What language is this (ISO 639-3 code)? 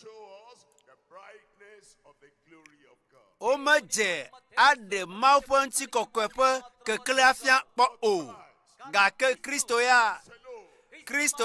ewe